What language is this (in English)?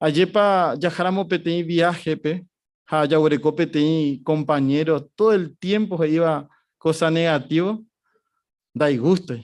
Guarani